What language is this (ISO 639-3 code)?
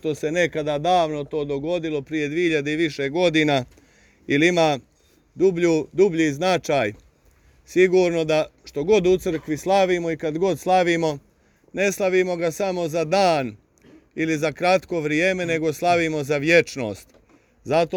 srp